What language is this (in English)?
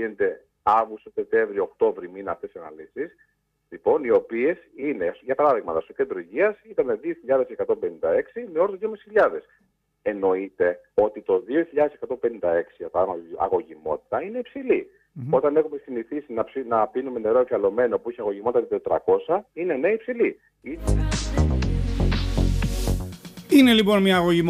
Greek